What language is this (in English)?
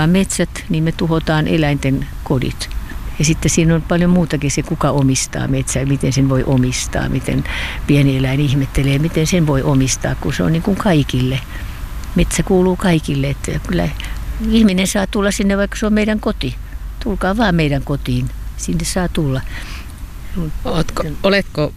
Finnish